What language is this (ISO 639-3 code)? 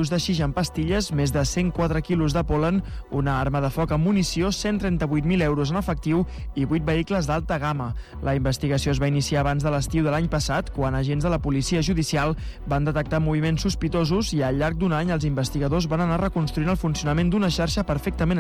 cat